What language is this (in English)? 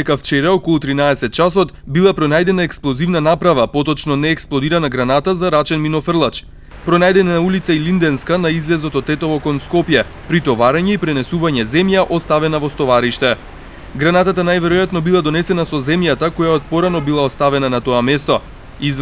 Macedonian